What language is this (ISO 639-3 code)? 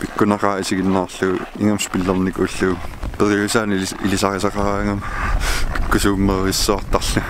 kal